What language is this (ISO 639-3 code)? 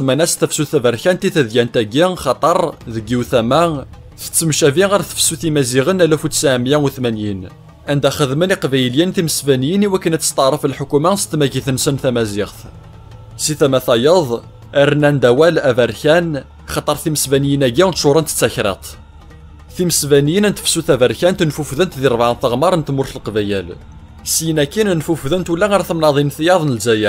kab